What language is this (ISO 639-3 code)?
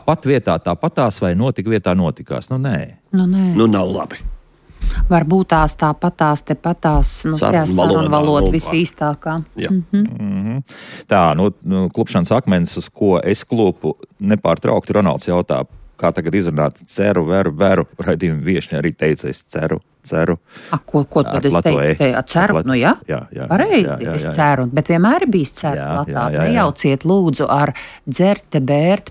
lav